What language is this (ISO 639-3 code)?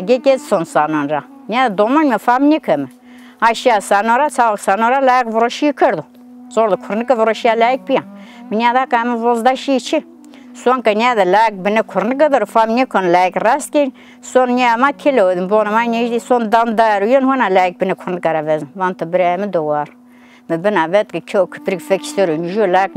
zza